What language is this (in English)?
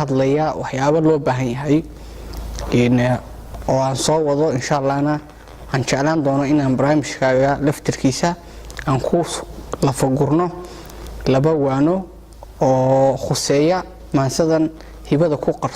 Somali